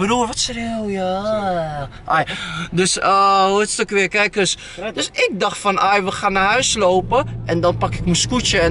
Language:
Dutch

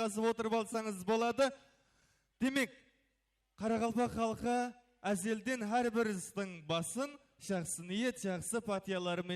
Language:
Kara-Kalpak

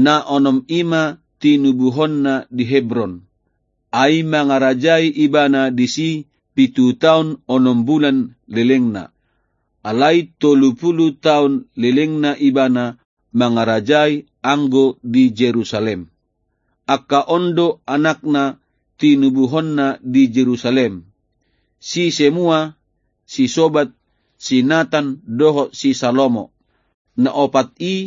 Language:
Batak Toba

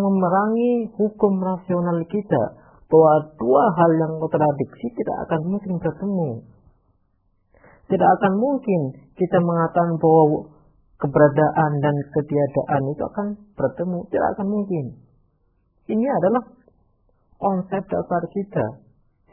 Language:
Indonesian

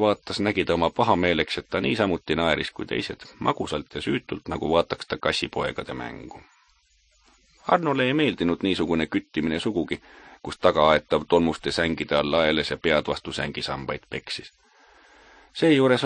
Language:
Estonian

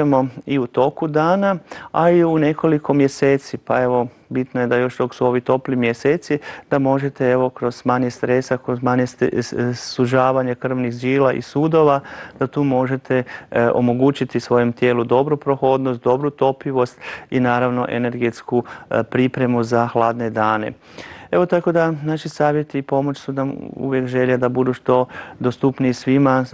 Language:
Croatian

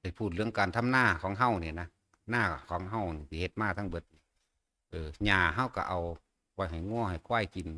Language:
Northeastern Thai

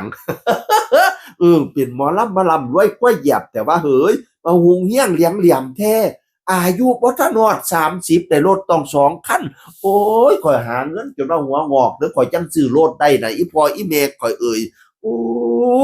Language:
Northeastern Thai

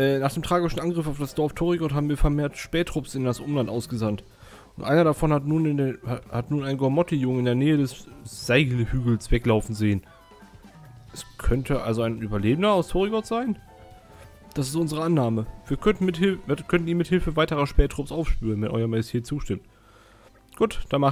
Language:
German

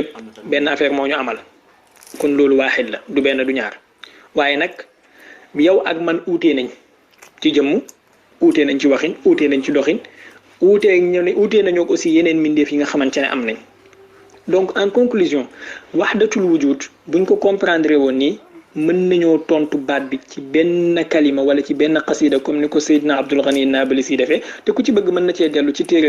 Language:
Wolof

